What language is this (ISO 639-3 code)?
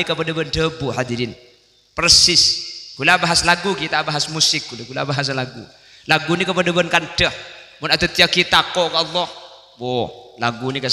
mad